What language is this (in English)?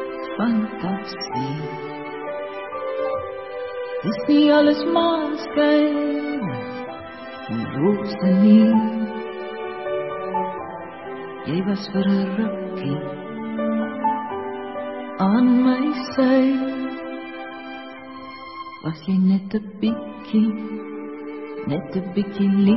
Afrikaans